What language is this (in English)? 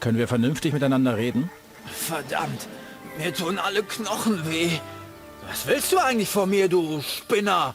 Bavarian